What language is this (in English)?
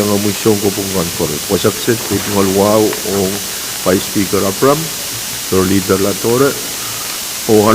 Pohnpeian